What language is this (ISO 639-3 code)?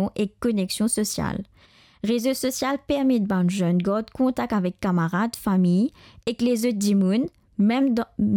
mfe